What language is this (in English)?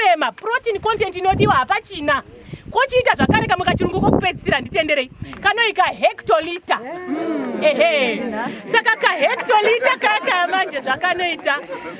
Shona